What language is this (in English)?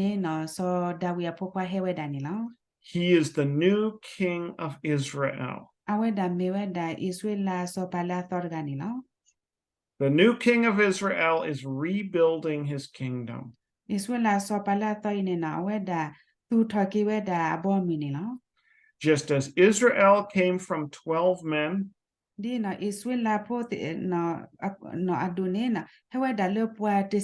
S'gaw Karen